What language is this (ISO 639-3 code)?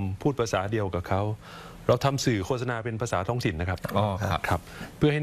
tha